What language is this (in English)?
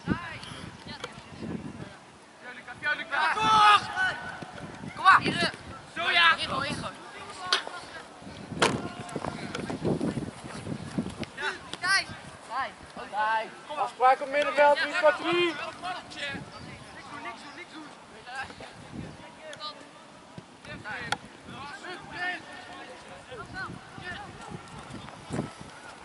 Dutch